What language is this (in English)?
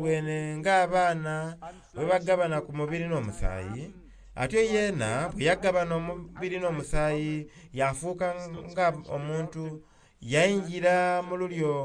Soga